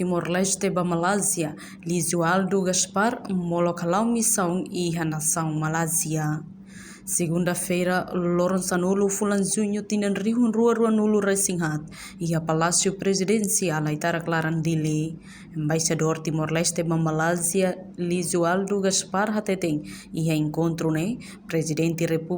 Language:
Tetum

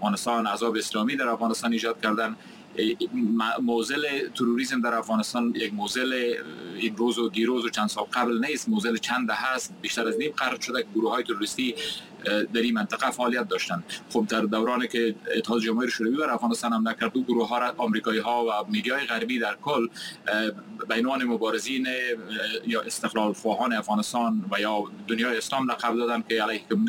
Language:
Persian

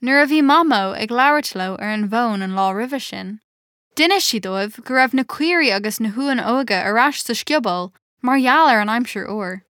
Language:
Irish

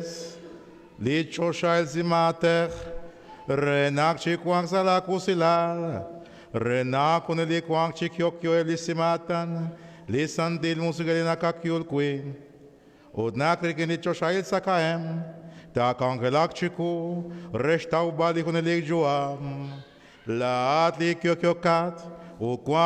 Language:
Kekchí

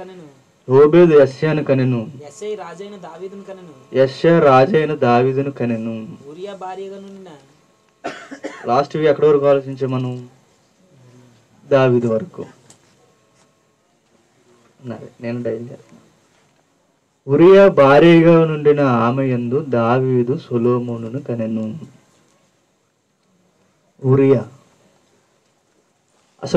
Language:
Telugu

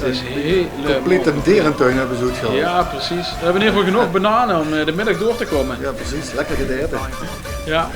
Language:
Limburgish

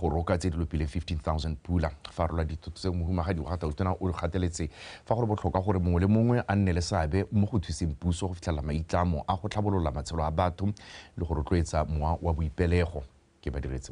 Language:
Tswana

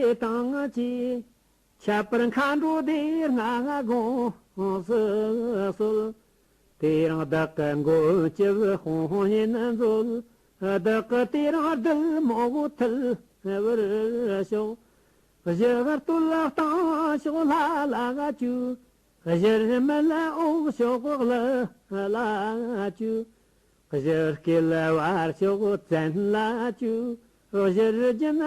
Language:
Amdo Tibetan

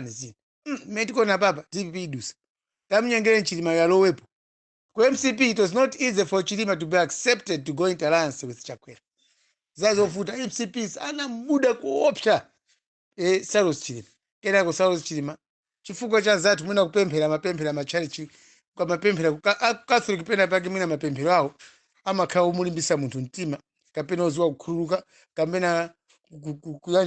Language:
Nyanja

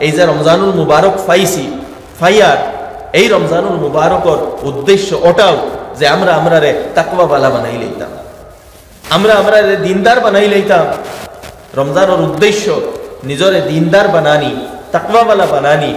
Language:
Sylheti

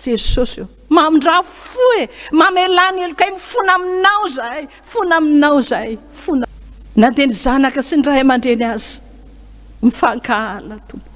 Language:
Malagasy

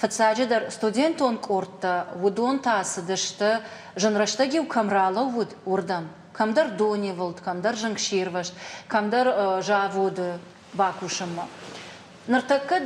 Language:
Ossetic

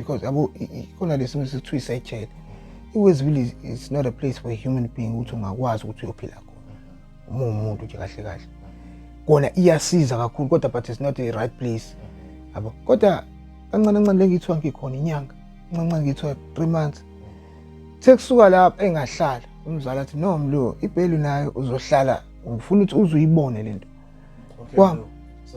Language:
Zulu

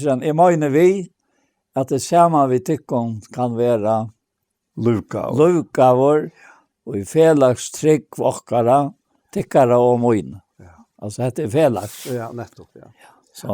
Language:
Faroese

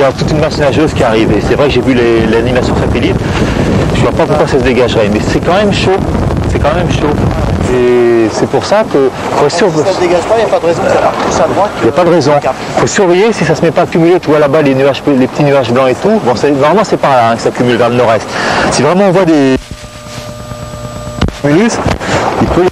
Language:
French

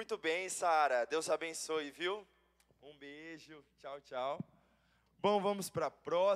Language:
Portuguese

